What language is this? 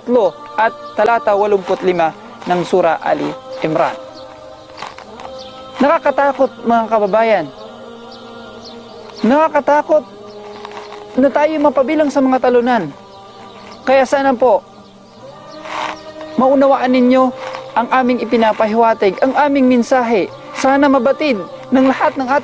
Filipino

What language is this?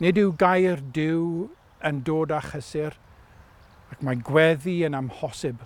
Welsh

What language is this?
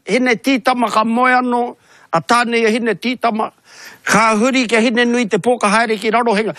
Māori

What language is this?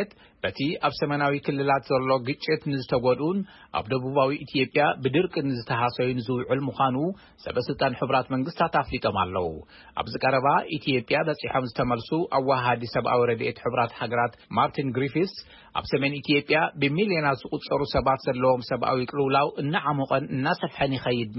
Tigrinya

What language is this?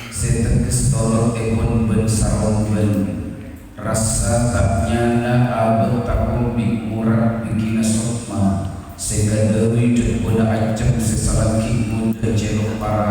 Madurese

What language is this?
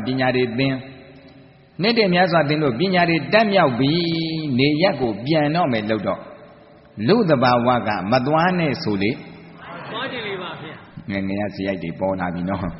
Burmese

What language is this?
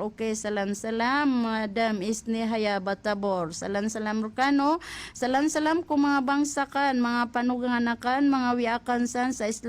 Maranao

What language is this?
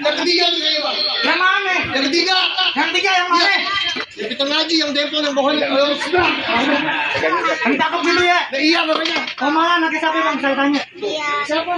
Betawi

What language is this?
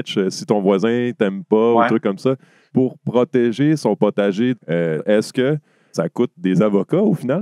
French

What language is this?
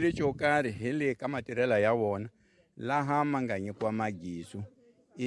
Tsonga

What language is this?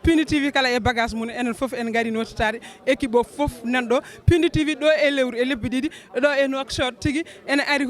Fula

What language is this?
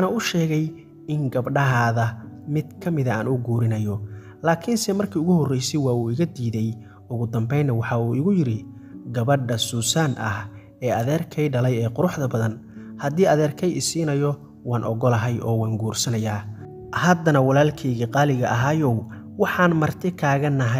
Somali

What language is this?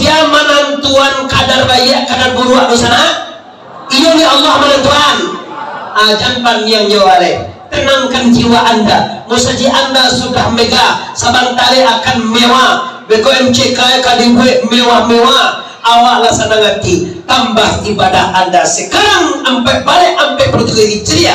Minangkabau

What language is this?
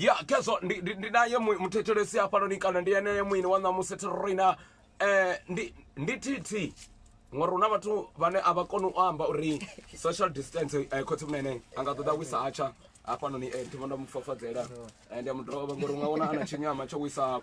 Venda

